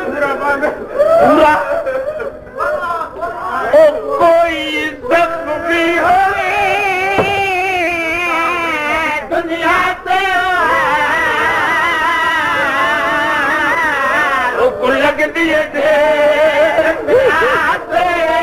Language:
Urdu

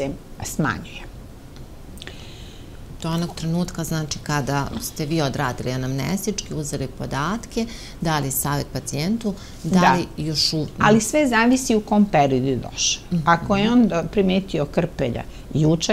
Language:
Serbian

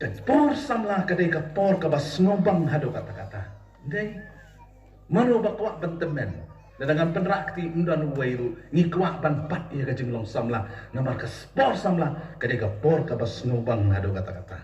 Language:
Khasi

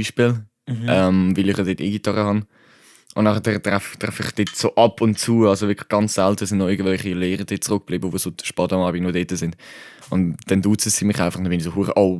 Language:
Swiss German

